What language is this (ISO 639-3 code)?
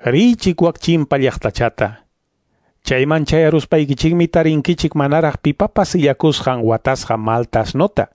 que